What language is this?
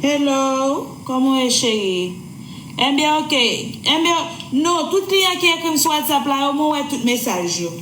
Haitian Creole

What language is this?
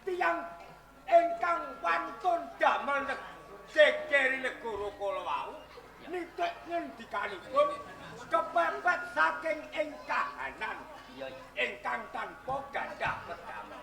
Javanese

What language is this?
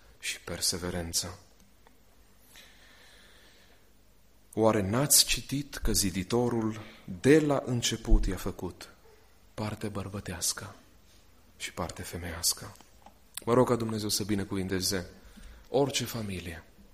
Romanian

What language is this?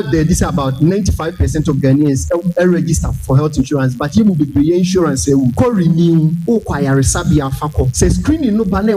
Akan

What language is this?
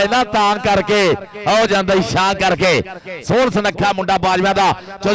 Punjabi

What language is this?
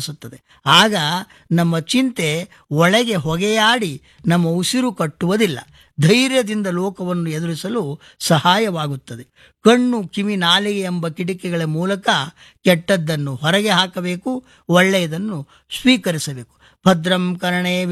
Kannada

